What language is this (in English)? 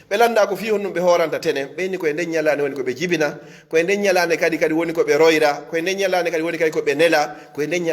Pular